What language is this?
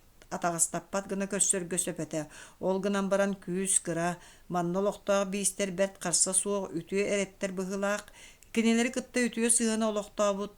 Yakut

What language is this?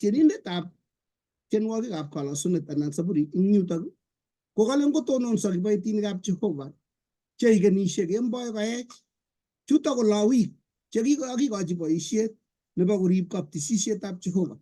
Kalenjin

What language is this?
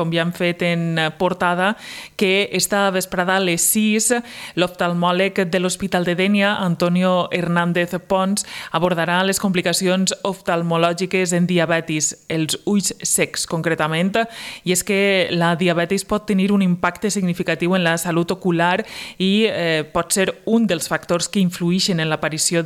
Catalan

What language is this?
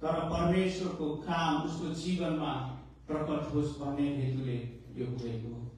Nepali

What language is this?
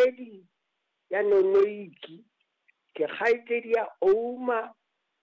Southern Sotho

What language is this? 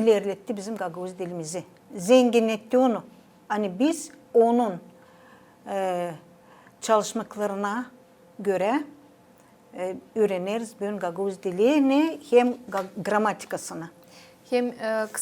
Gagauz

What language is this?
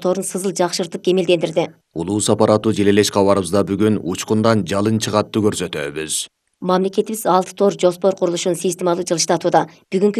Kyrgyz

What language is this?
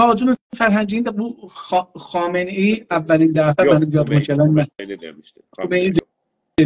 South Azerbaijani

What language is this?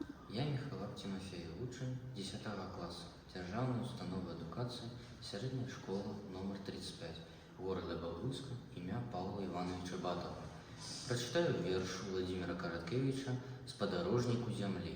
Belarusian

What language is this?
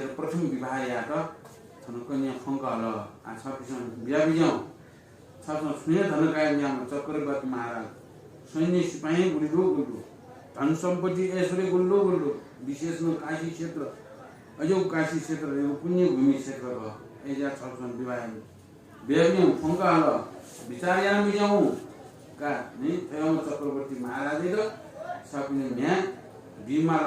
Newari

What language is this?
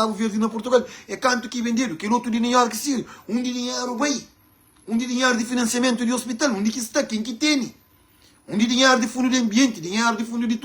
Kabuverdianu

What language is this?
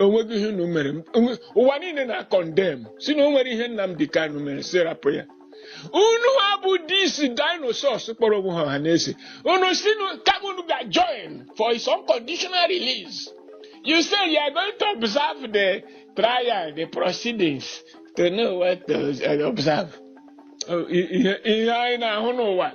Igbo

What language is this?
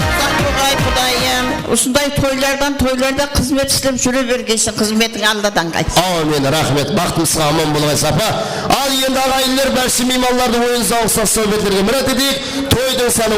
Kara-Kalpak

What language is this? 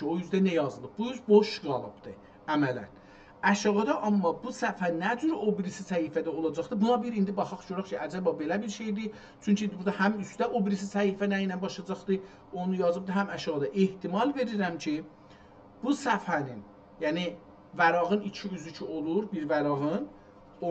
South Azerbaijani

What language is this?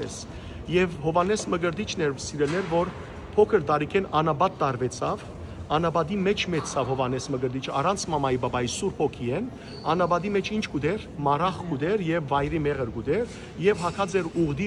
Western Armenian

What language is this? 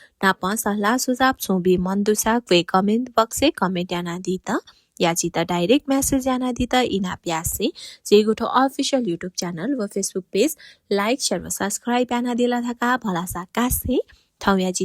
Newari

